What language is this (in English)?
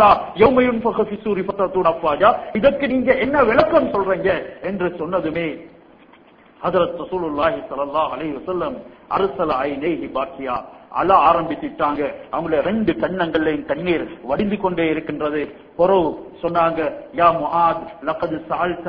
Tamil